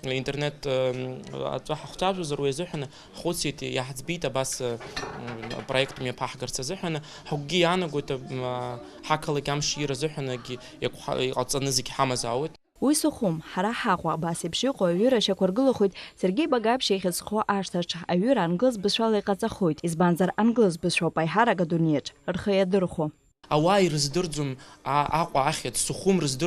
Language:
Abkhazian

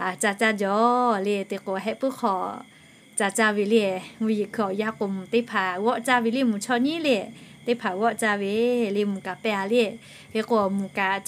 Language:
Lahu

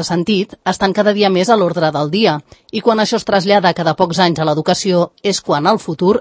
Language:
Catalan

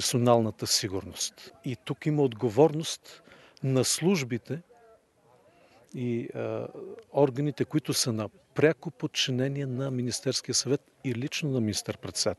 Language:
Bulgarian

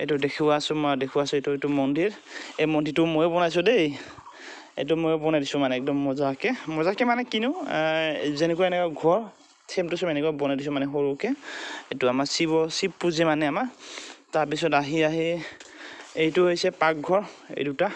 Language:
Assamese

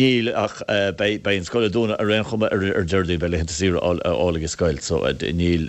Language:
Irish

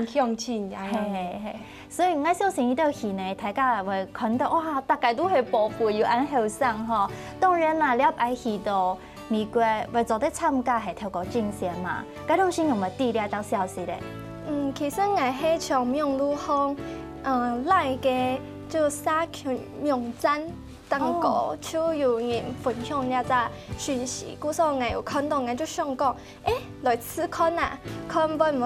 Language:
Hakka Chinese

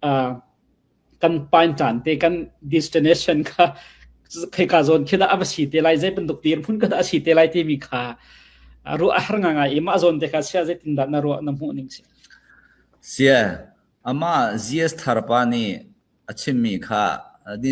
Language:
Falam Chin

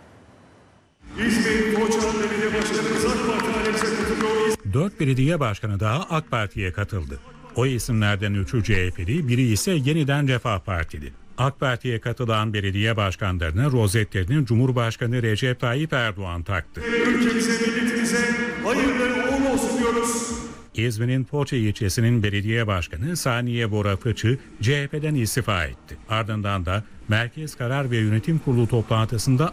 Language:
Turkish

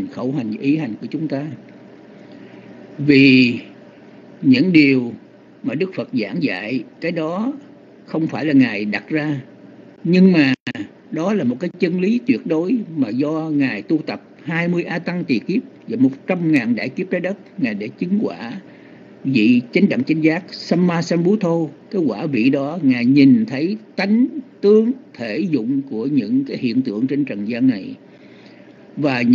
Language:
Vietnamese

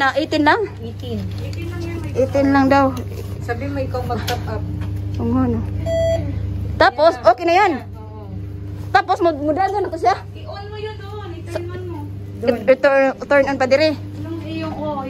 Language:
Filipino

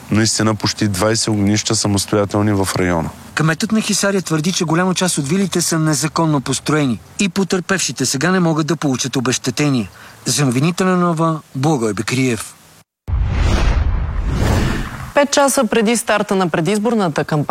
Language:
Bulgarian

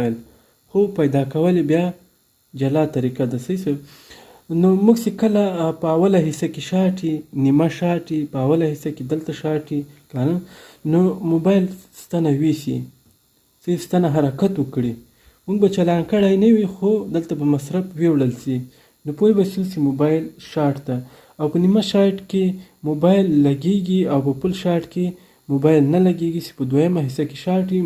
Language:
Pashto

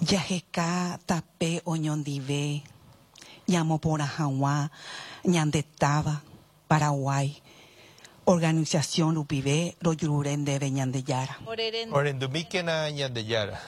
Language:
Guarani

